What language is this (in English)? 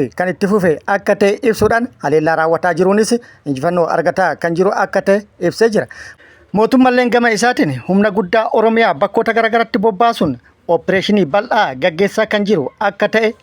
Oromo